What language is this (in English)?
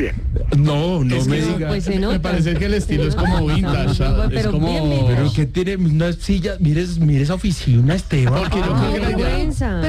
Spanish